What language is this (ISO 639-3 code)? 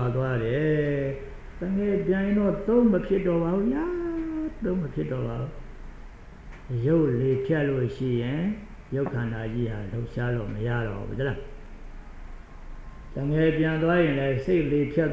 mya